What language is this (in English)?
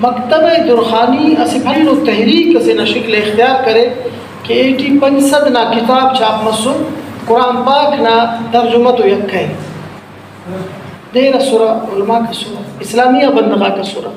Brahui